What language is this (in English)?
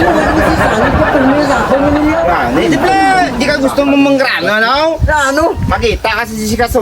Hiligaynon